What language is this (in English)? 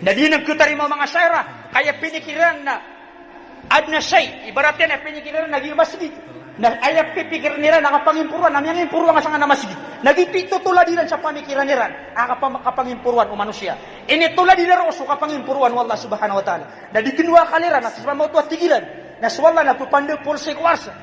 Maranao